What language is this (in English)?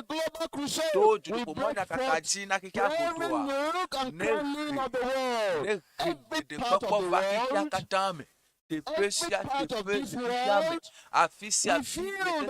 Ewe